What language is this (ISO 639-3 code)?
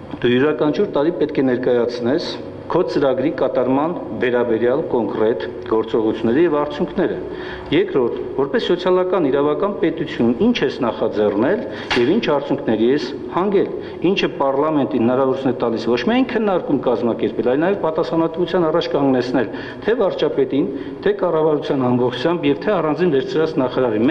hye